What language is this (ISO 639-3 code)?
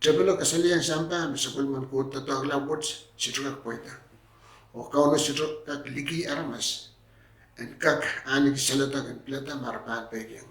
pon